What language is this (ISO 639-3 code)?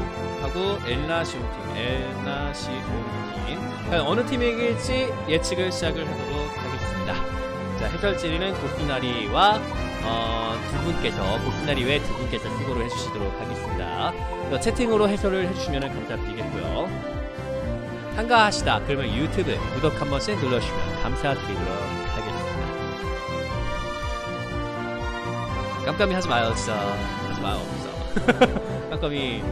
kor